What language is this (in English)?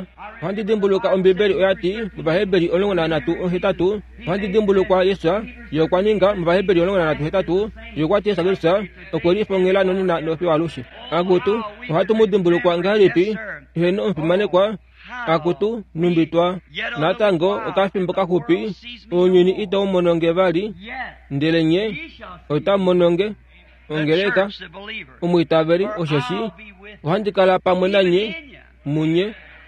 Kuanyama